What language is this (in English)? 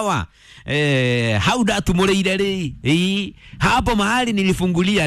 Kikuyu